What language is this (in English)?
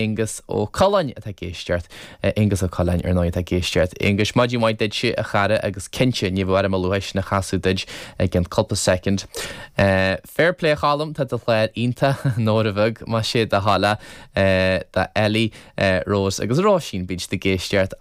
Irish